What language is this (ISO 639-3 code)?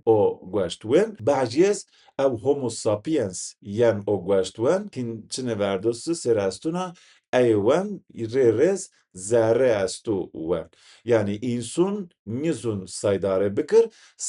zza